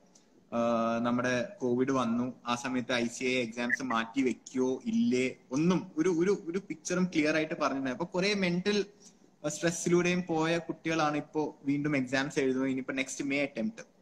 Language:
Malayalam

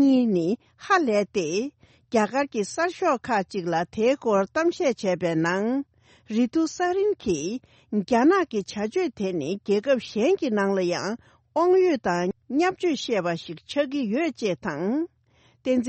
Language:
Tibetan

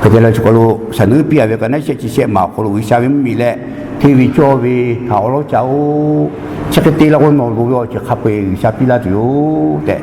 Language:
Lahu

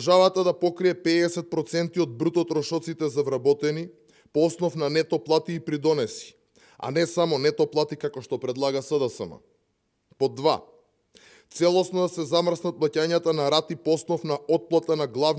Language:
Macedonian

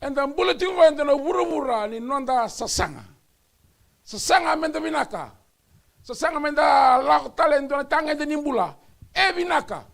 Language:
Fijian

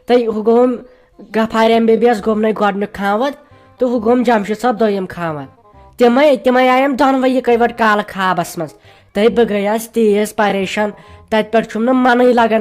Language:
Kashmiri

